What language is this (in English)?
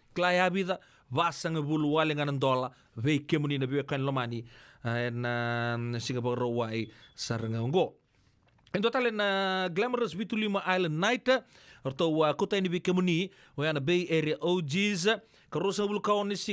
Fijian